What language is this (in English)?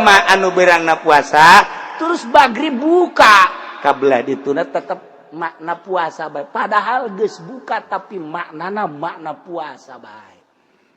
Sundanese